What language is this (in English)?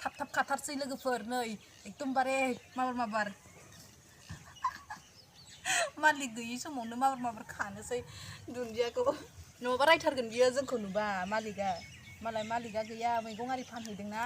Bodo